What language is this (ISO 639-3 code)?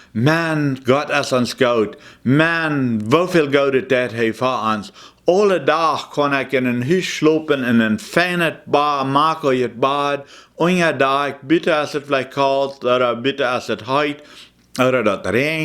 pdt